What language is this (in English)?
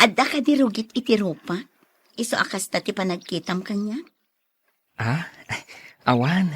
Iloko